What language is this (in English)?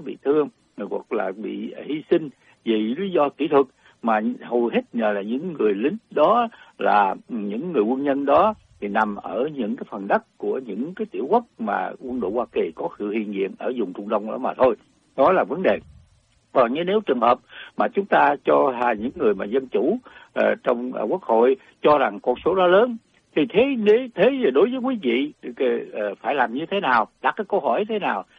Vietnamese